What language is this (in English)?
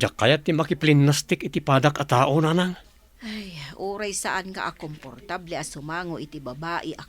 Iloko